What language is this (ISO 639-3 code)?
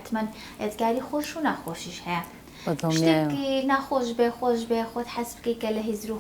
ckb